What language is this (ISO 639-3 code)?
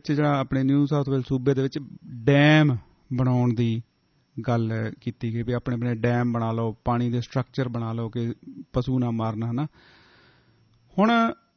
pan